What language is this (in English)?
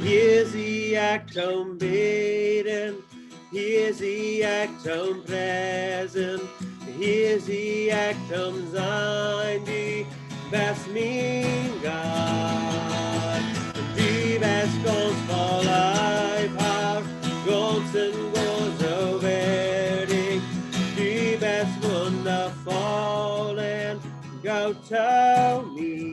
Plautdietsch